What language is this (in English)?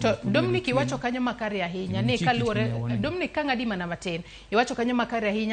Luo (Kenya and Tanzania)